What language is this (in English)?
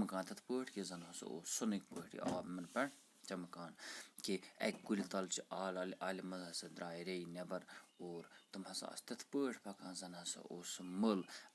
Kashmiri